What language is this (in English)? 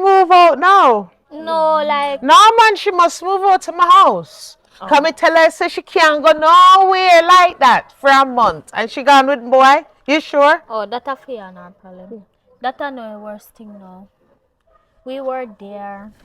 Jamaican Creole English